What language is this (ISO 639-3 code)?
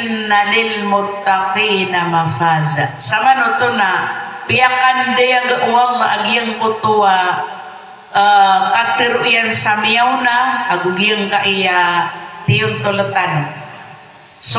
mrw